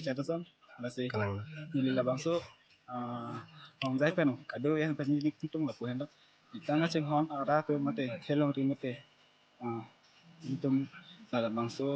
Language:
Karbi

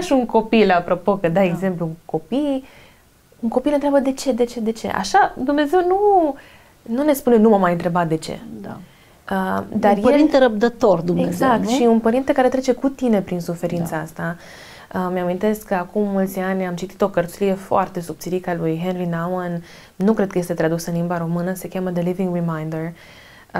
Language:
Romanian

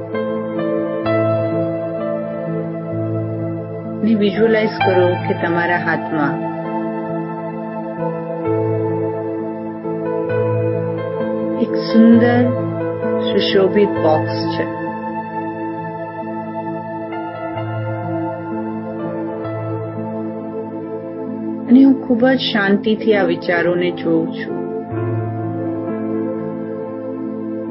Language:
Gujarati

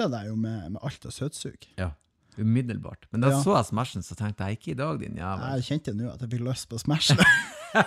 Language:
Norwegian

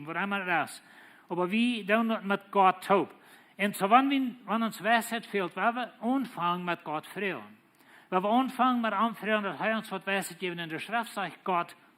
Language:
Plautdietsch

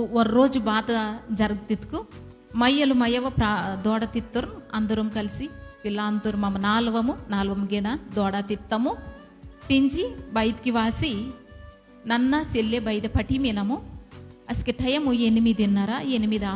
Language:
Koya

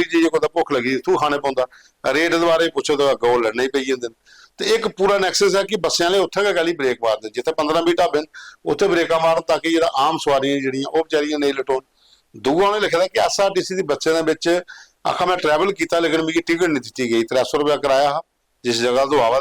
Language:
Dogri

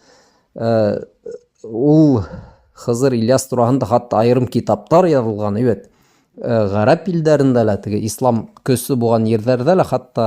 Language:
Bashkir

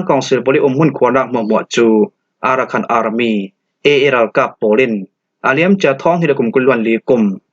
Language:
Falam Chin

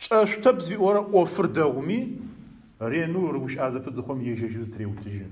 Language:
Adyghe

